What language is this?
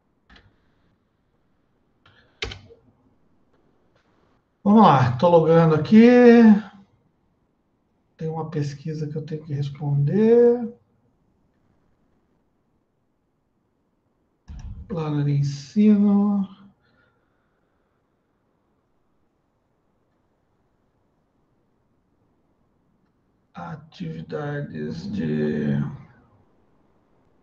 Portuguese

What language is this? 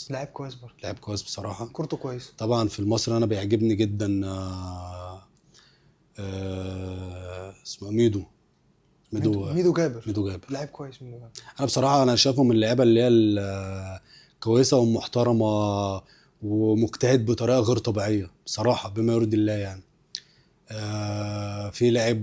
Egyptian Arabic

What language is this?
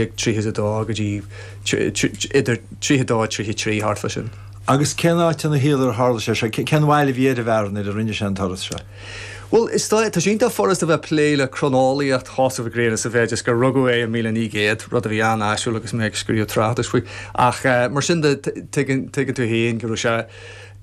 Irish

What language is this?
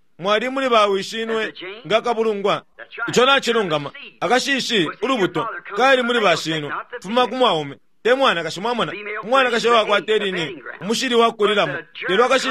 Bemba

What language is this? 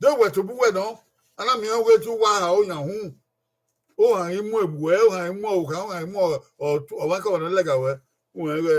Bini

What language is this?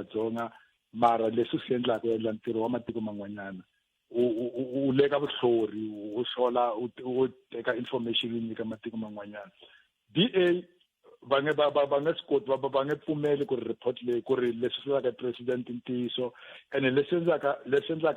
Tsonga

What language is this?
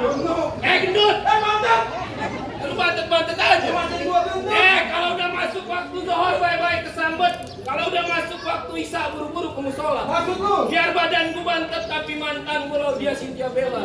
Betawi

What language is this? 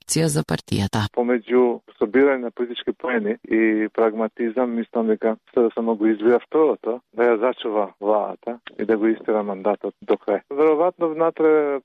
Macedonian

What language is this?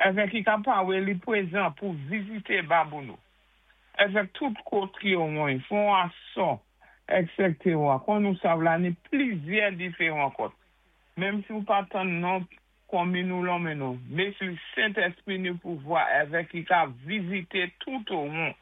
Saint Lucian Creole French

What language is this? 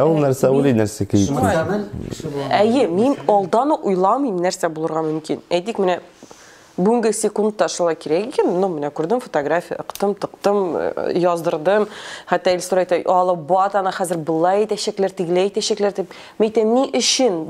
Tatar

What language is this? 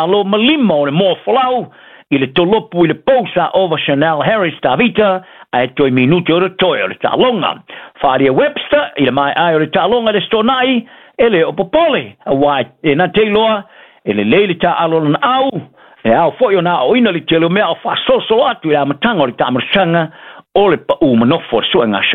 Samoan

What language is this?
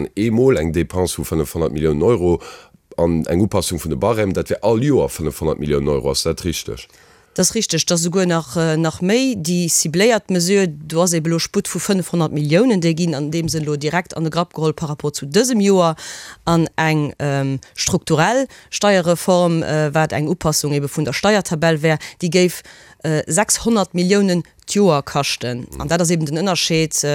Luxembourgish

